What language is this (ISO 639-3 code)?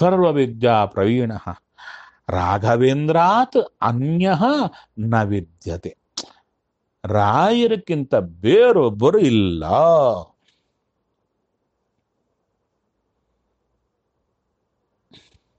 kan